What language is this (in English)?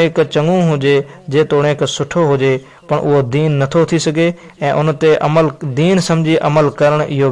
Sindhi